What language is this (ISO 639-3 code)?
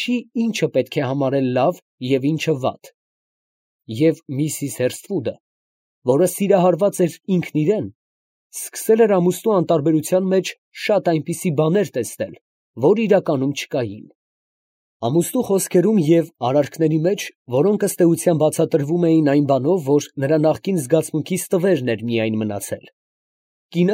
hye